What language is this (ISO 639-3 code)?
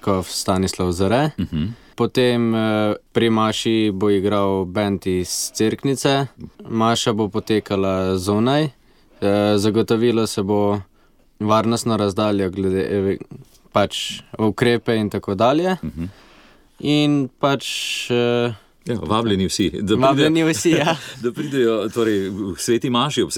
slv